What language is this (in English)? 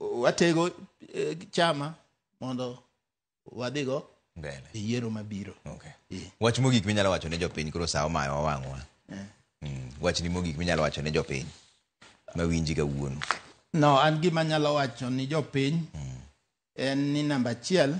Luo (Kenya and Tanzania)